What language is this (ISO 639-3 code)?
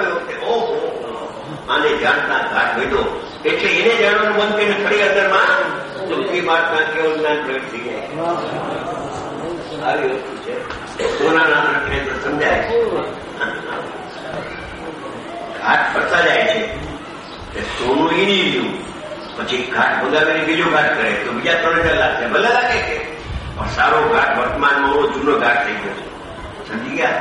guj